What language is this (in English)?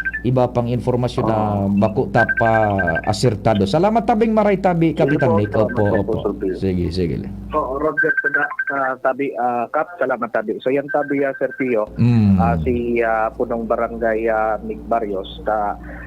Bikol